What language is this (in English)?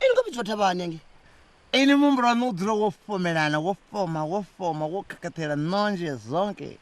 Venda